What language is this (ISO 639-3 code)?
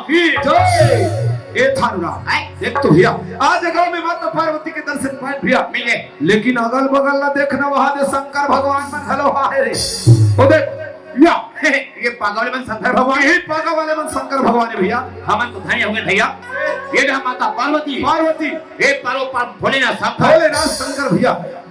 hne